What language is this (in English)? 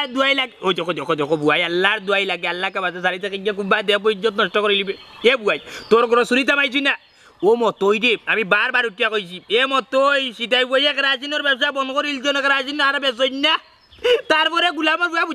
Sylheti